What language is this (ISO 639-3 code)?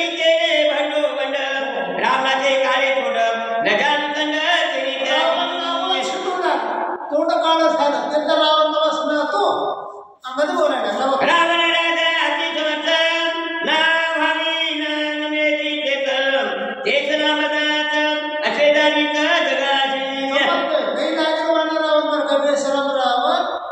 mar